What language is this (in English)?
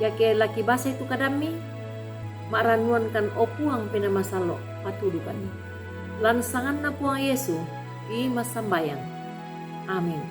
Toraja-Sa'dan